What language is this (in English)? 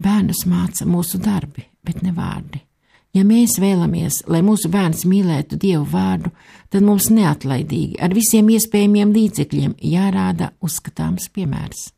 Latvian